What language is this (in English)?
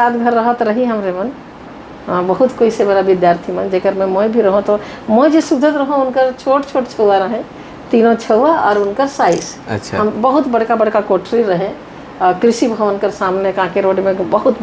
Sadri